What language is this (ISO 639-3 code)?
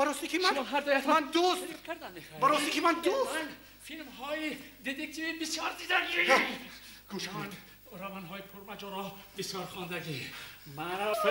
tgk